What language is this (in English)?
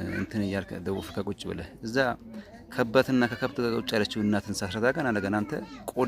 Amharic